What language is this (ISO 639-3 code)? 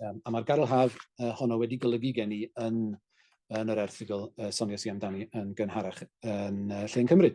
cym